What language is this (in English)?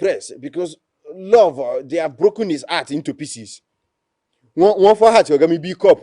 Yoruba